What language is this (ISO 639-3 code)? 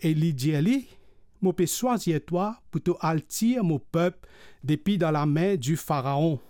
mfe